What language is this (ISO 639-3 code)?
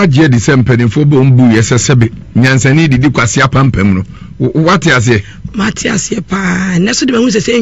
aka